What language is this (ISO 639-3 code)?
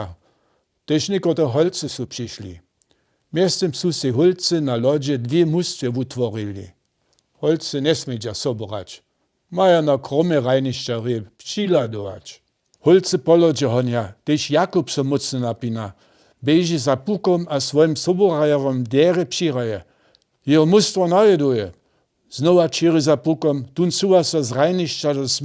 hsb